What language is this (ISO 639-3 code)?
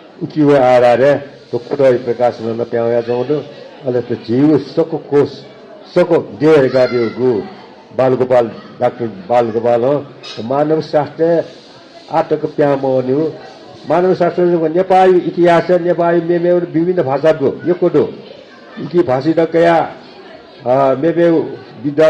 new